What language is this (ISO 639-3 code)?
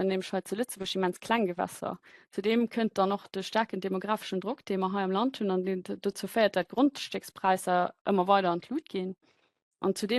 ltz